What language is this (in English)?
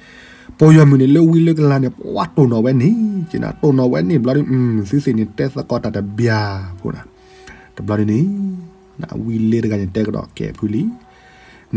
S'gaw Karen